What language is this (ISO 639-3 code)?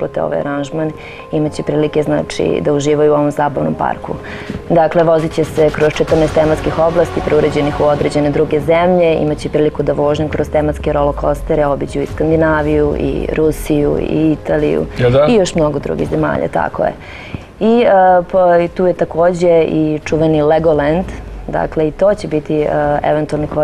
srp